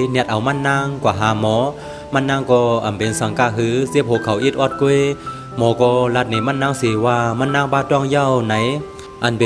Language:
Shan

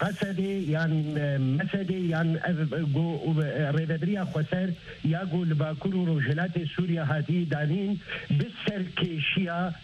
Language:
Kurdish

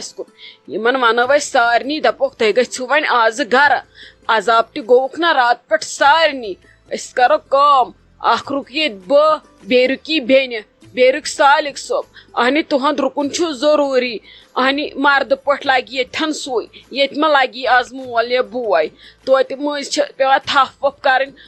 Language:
Kashmiri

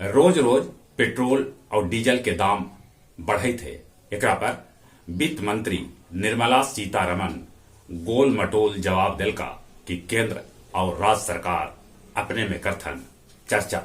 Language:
Magahi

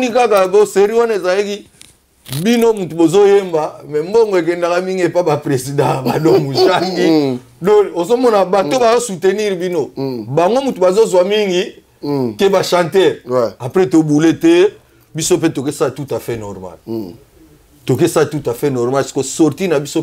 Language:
Lingala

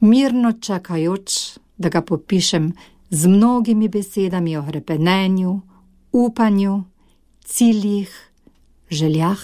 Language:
Slovenian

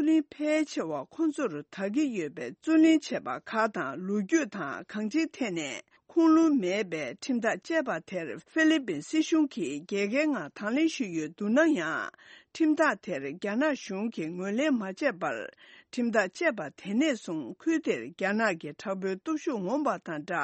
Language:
Tibetan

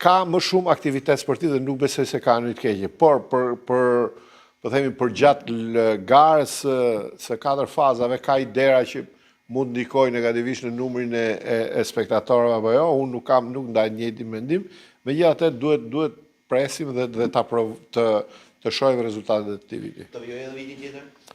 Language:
Albanian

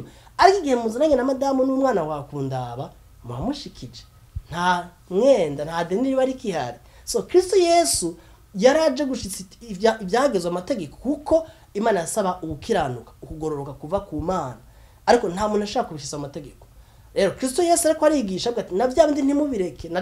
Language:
Rundi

